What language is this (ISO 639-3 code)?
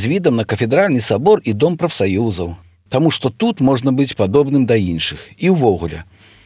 bel